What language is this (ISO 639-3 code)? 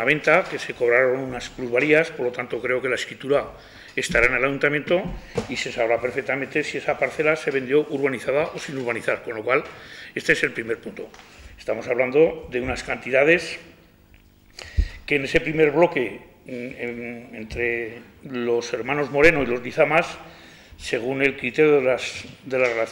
spa